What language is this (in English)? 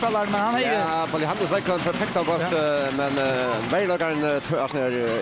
Faroese